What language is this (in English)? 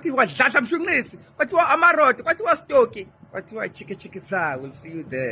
Zulu